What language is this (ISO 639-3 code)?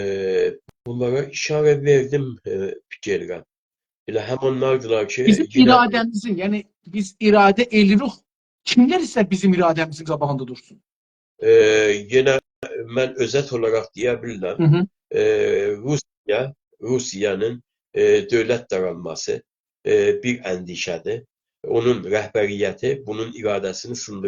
azb